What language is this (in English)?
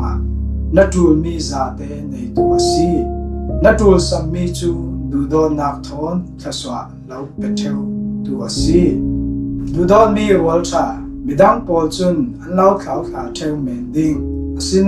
Falam Chin